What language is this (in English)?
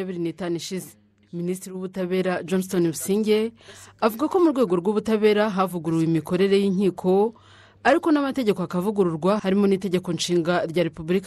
Kinyarwanda